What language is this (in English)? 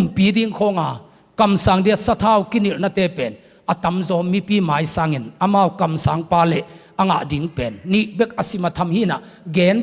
Tedim Chin